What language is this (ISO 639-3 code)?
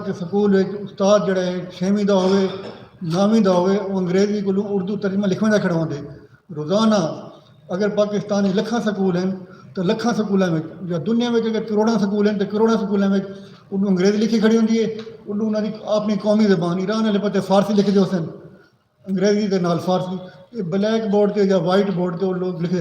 skr